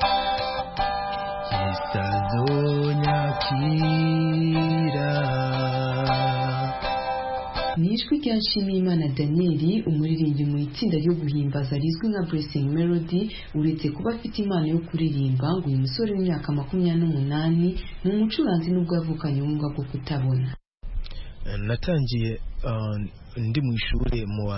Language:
Kinyarwanda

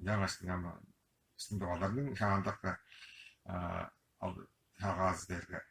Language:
Tuvinian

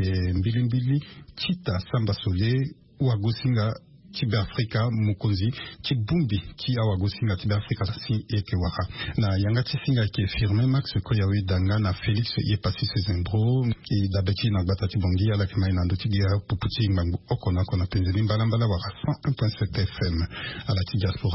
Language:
Sango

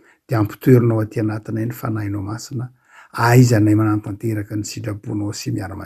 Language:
Malagasy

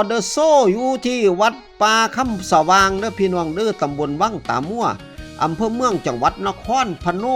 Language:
Northeastern Thai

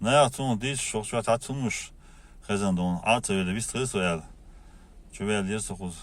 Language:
Chechen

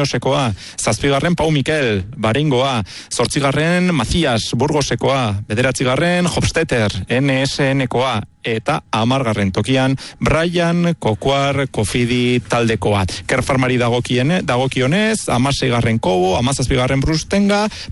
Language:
Basque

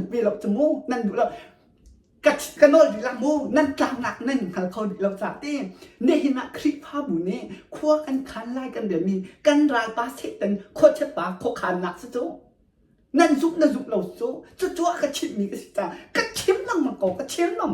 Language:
Hakha Chin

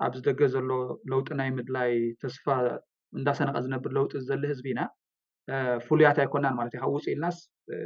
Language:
Tigrinya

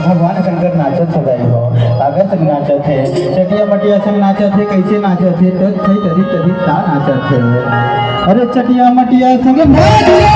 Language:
Chhattisgarhi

